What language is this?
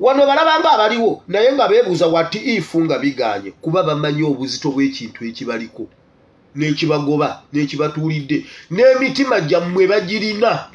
Ganda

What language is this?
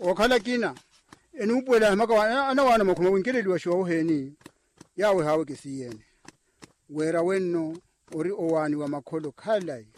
Makhuwa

